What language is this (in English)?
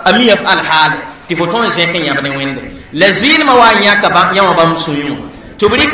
Mossi